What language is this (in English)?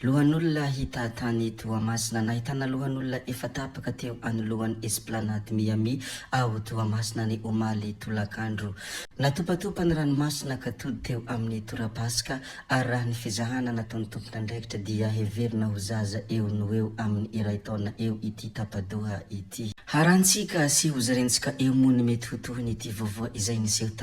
Malagasy